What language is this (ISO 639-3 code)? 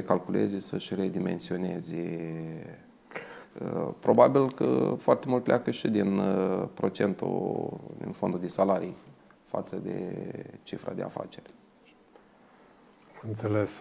ron